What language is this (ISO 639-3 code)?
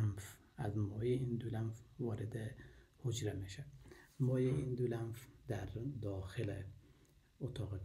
fas